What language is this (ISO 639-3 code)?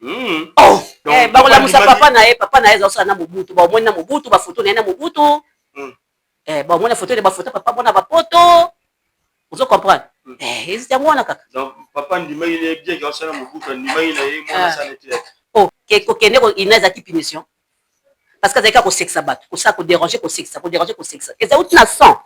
lin